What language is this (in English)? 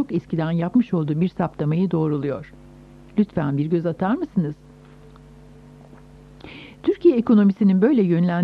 Turkish